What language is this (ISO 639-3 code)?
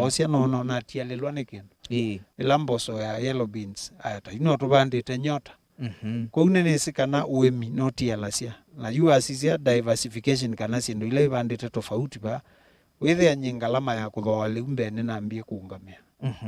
kam